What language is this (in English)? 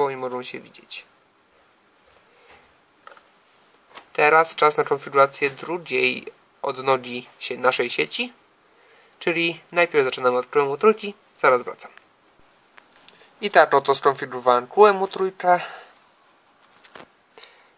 Polish